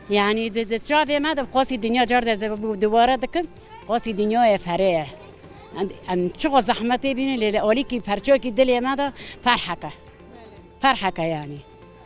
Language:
Kurdish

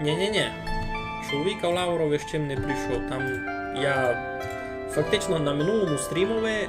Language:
Rusyn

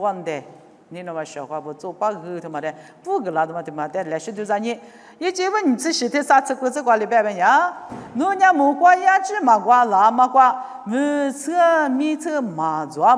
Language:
Lisu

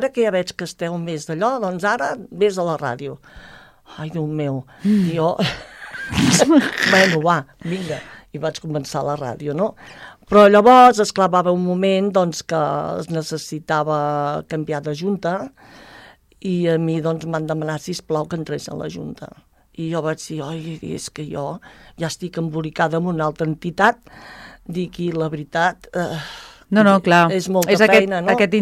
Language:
Catalan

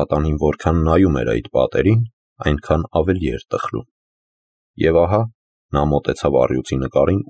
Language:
Armenian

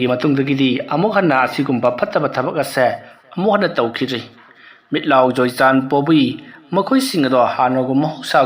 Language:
Manipuri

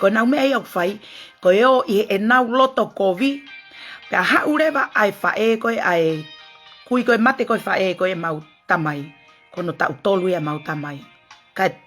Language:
Tongan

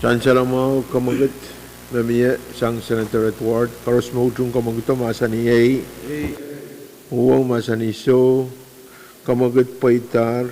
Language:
Pohnpeian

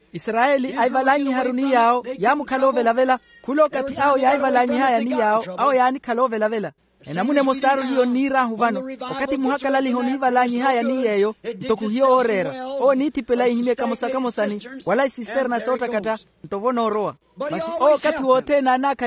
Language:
Makhuwa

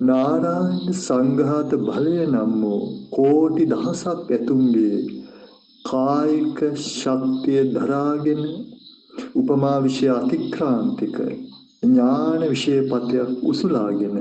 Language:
Sinhala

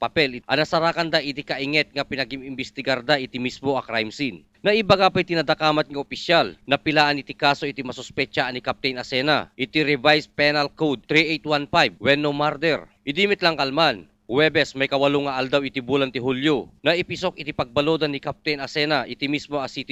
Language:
Iloko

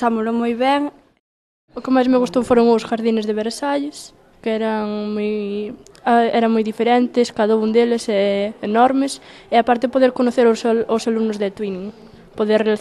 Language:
Galician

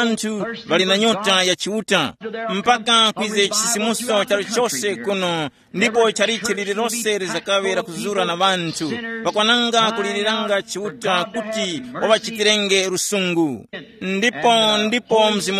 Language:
Tumbuka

